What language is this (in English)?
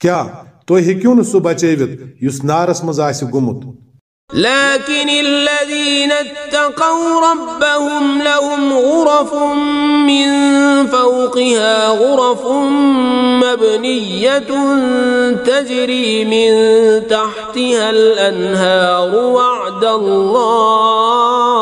Kashmiri